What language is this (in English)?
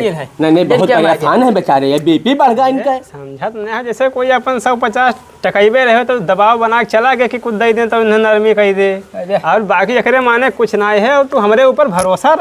Awadhi